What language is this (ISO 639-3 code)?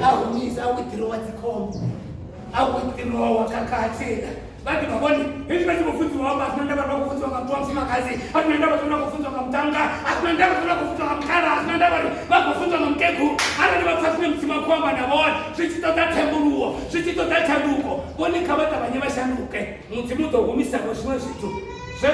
ven